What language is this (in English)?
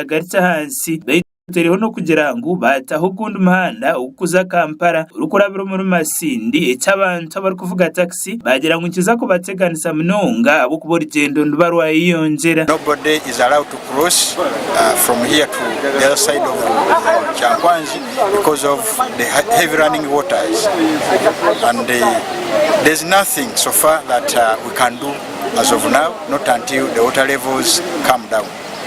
Nyankole